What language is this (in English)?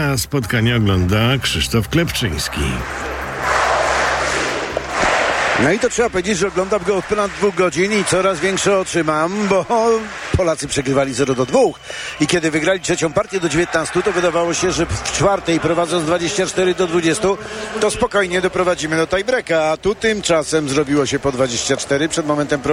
Polish